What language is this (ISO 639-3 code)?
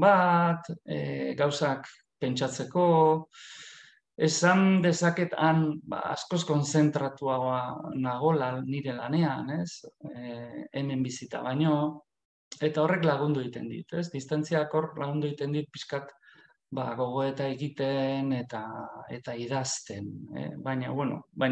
eus